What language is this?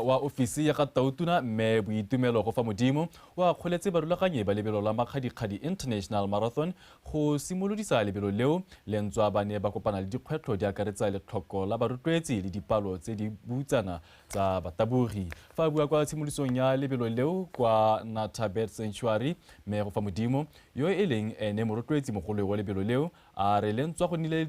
Tswana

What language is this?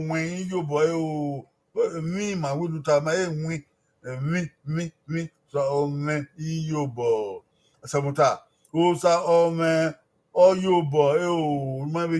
Bini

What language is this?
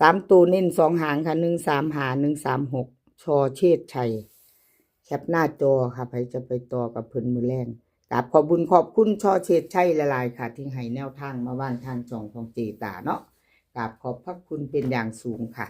Northeastern Thai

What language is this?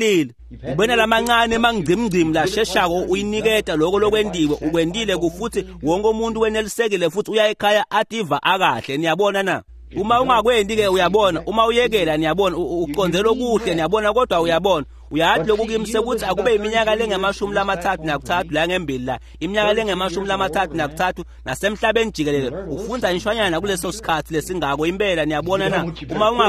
Swati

